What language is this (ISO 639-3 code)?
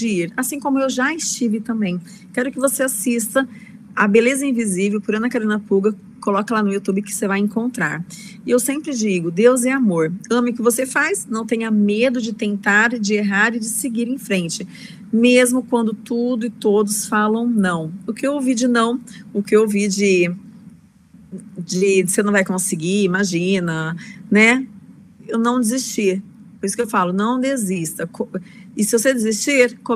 por